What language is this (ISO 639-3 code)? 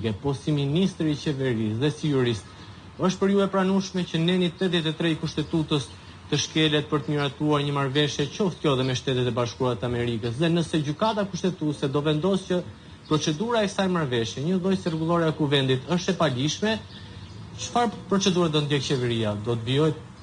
sqi